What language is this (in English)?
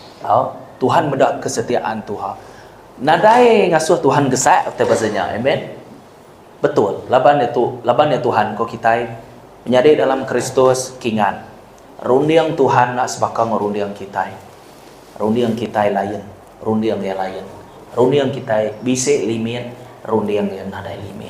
Iban